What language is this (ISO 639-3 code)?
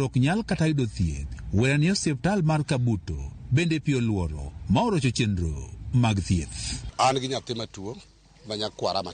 luo